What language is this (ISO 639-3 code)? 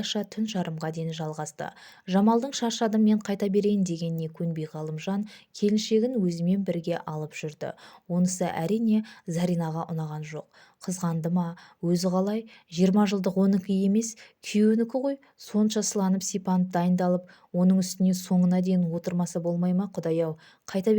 kaz